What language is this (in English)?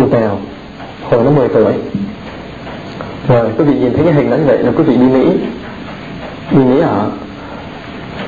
Vietnamese